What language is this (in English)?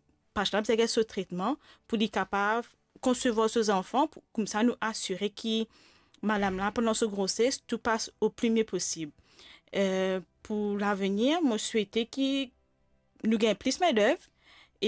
Morisyen